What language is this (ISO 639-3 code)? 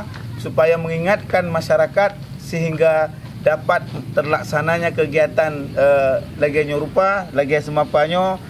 ace